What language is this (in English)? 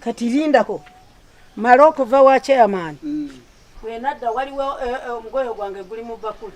Ganda